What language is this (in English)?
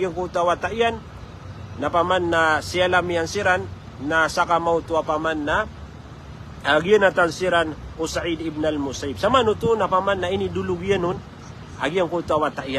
Maranao